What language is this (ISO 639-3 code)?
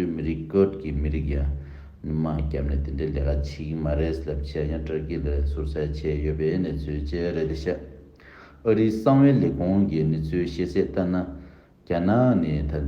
bod